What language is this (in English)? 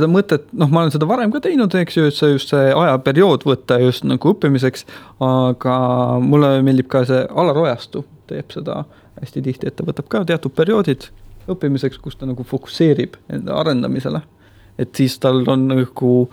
Estonian